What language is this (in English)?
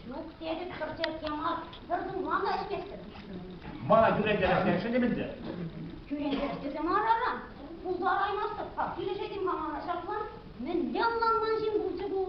Chuvash